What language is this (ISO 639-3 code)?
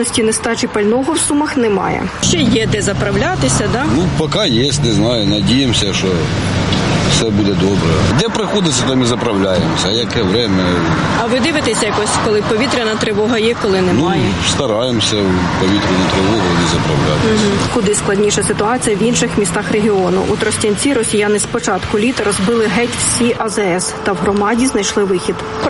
ukr